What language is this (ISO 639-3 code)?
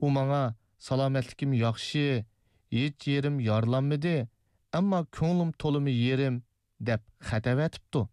uig